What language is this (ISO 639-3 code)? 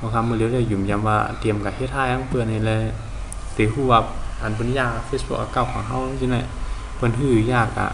shn